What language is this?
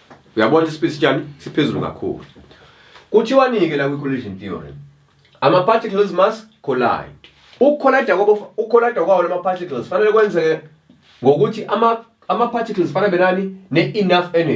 Zulu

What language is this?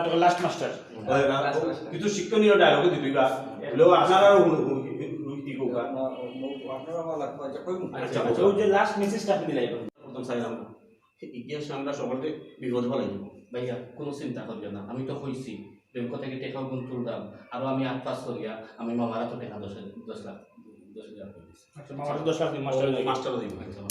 Sylheti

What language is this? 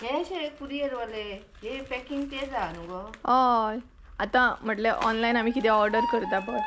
Konkani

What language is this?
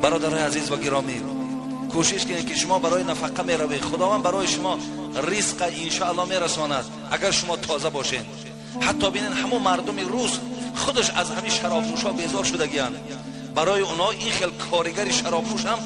Tajik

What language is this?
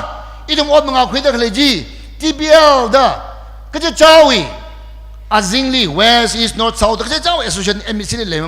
Tangkhul Naga (India)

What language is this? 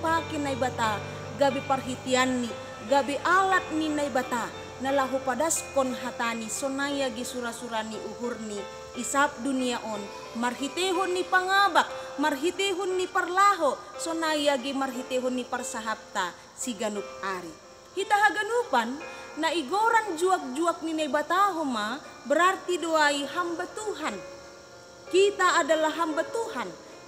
Batak Simalungun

